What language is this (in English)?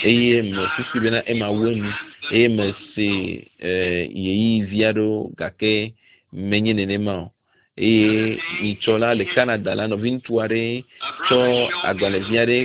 Ewe